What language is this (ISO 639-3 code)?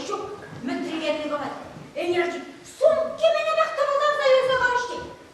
chv